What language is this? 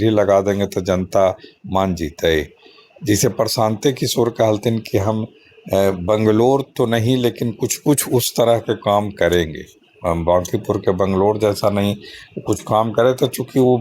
Magahi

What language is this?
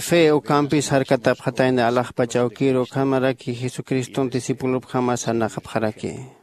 Aymara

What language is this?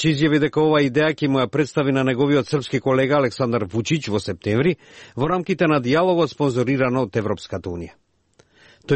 Macedonian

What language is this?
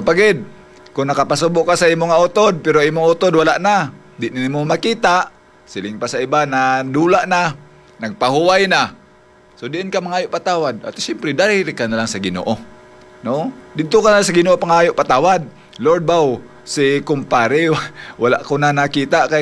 Hiligaynon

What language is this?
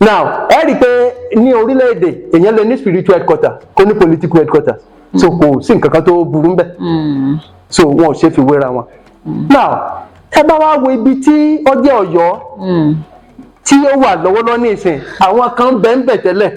Yoruba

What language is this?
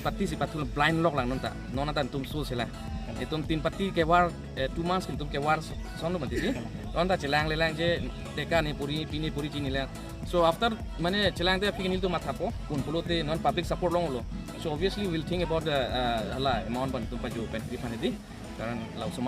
Karbi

